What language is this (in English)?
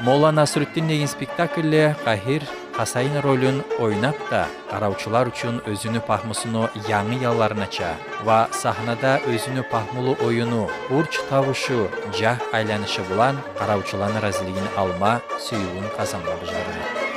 Kumyk